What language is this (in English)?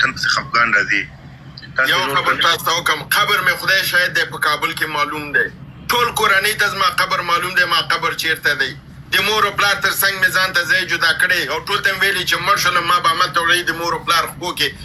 Pashto